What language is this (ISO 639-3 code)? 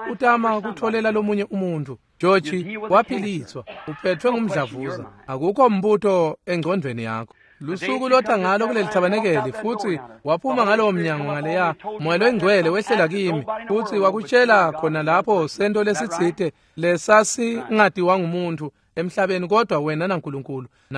ssw